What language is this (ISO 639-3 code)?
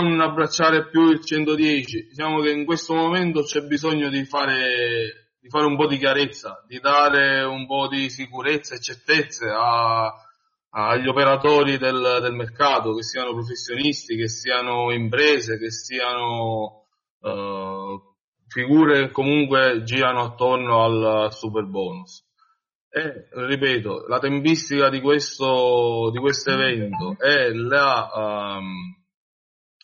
ita